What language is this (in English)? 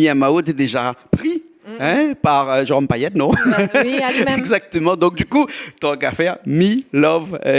Réunion Creole French